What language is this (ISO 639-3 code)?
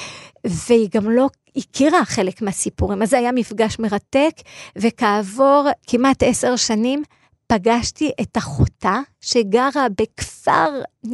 heb